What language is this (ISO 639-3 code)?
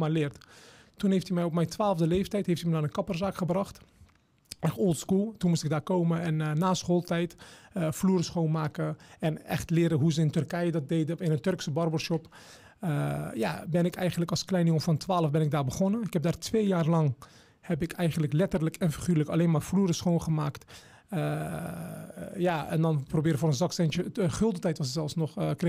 nld